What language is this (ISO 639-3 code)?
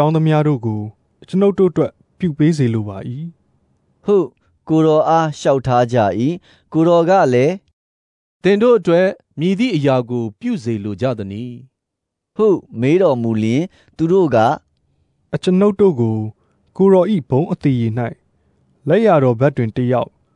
mya